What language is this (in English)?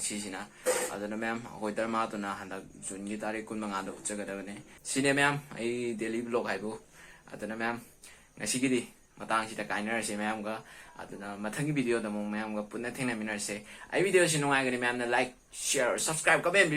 Manipuri